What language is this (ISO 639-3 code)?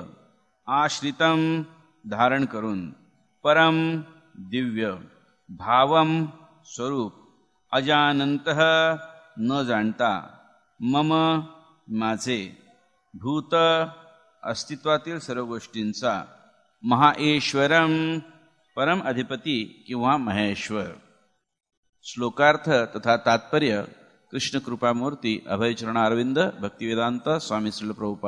mar